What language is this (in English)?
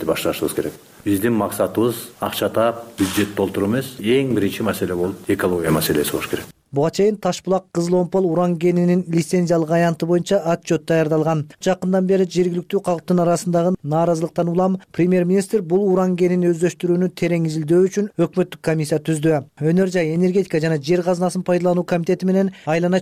Kyrgyz